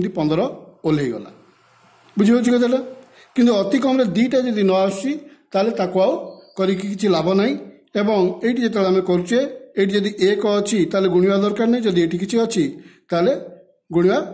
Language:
Odia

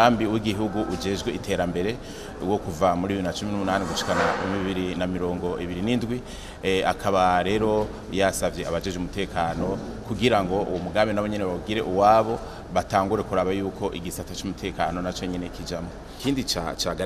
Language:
Rundi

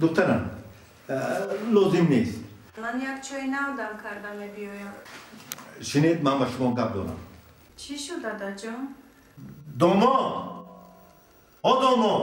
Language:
Tajik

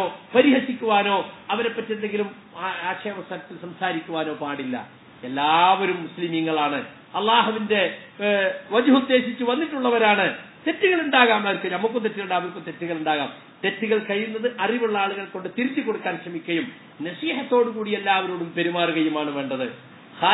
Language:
Malayalam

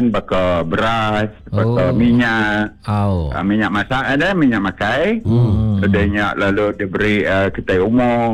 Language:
Iban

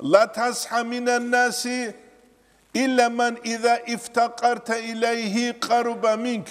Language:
Avaric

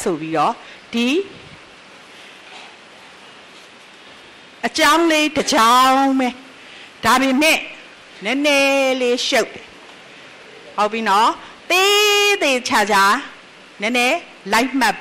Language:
Burmese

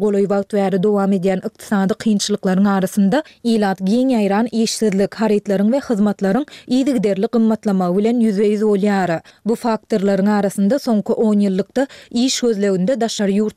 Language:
Turkmen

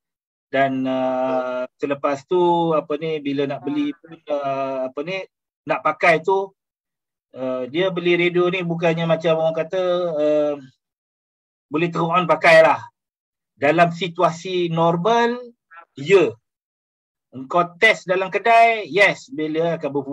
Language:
Malay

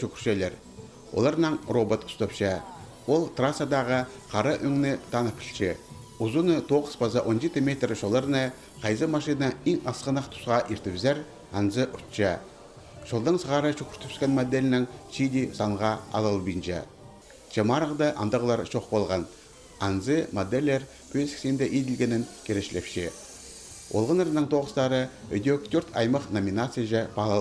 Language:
Khakas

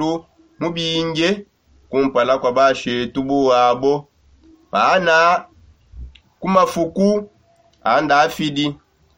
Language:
Songe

